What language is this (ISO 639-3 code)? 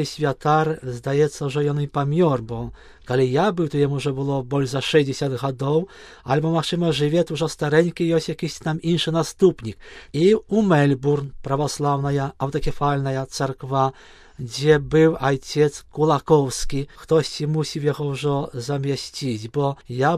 bel